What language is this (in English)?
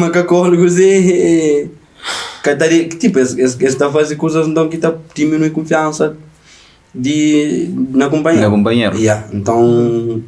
Kabuverdianu